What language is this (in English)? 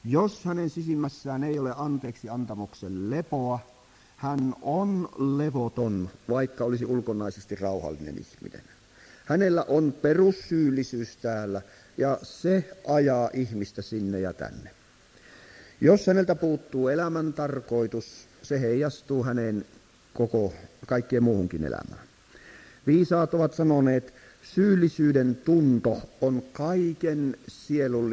Finnish